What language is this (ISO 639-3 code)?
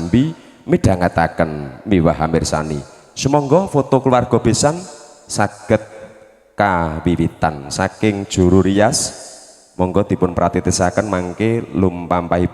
jav